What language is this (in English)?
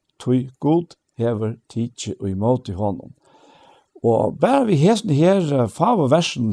Faroese